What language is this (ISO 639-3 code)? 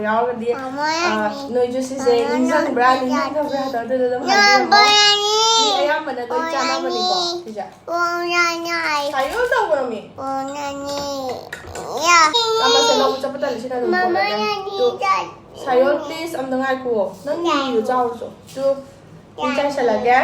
mni